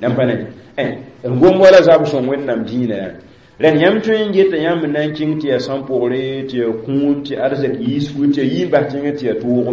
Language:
Mossi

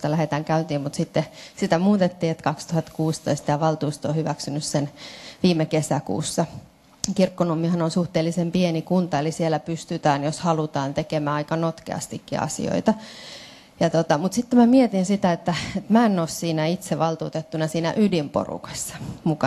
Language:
Finnish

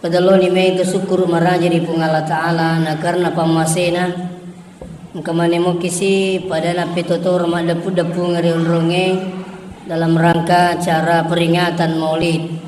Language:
Buginese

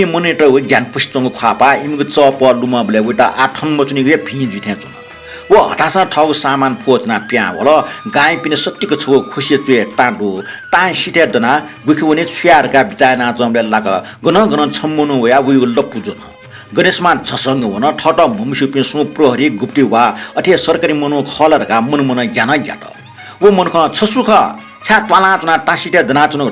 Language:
Newari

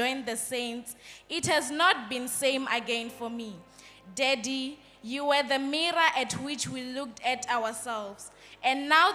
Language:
Venda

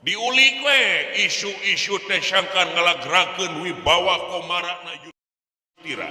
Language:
Sundanese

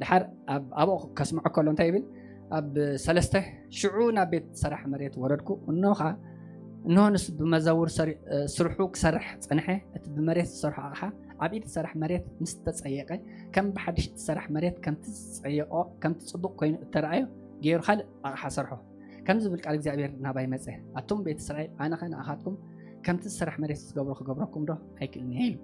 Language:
Tigrinya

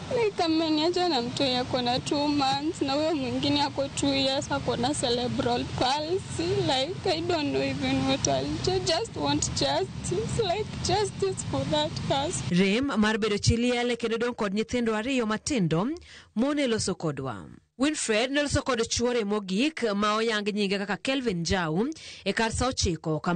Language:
Luo (Kenya and Tanzania)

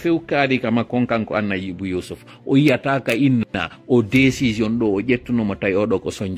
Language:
Fula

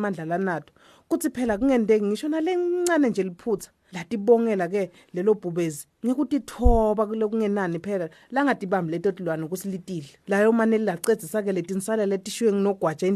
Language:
Swati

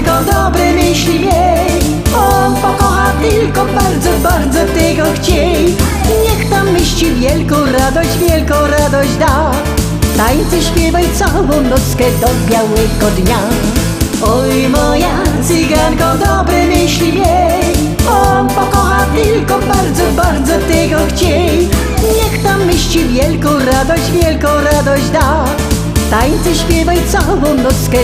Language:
Silesian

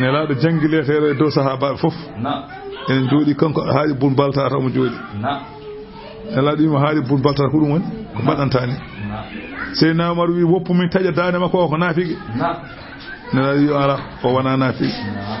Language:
Fula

